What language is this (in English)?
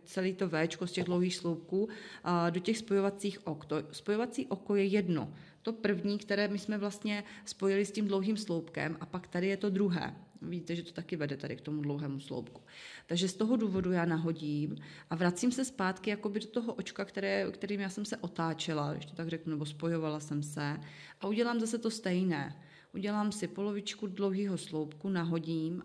Czech